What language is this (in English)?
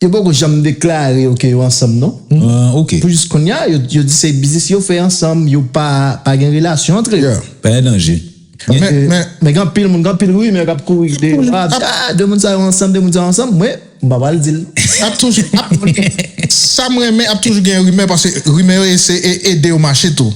Haitian Creole